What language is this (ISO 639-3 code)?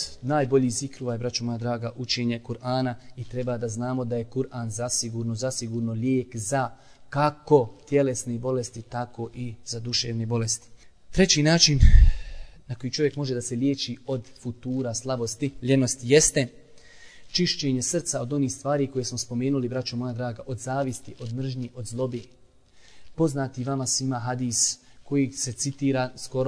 bos